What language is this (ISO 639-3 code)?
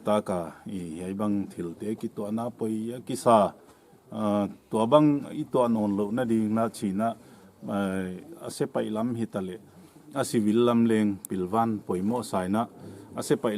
pck